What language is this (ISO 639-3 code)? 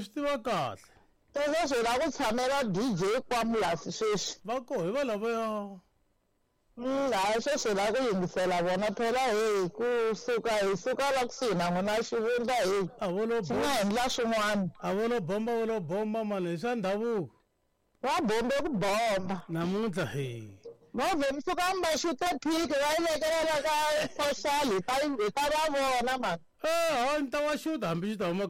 tso